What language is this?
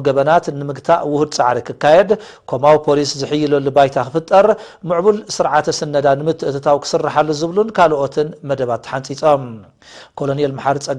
Tigrinya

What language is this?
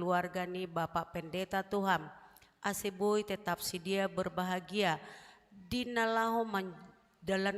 Batak Simalungun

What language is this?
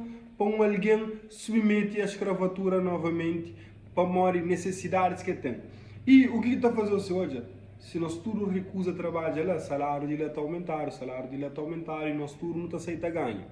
Kabuverdianu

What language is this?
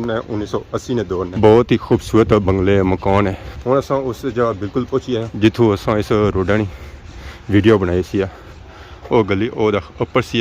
Pahari-Potwari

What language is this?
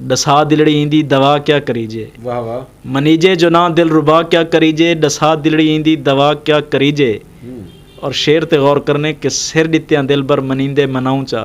Saraiki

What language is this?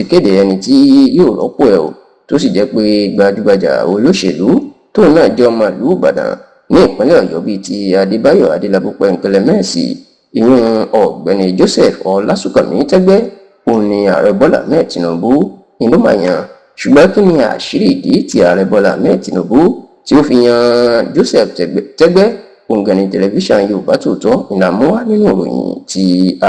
Yoruba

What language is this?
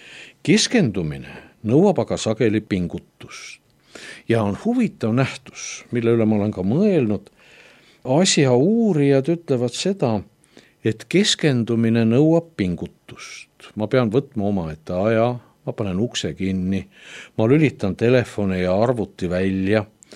Estonian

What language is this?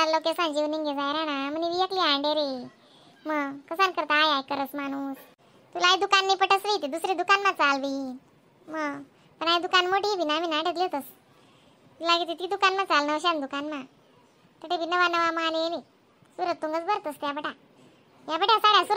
Khandesi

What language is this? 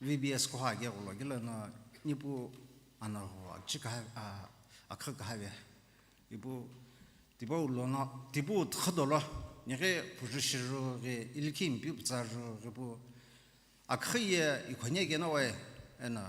Sumi Naga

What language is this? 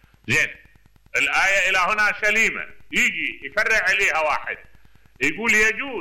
Mesopotamian Arabic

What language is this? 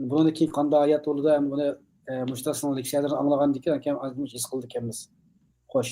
Uyghur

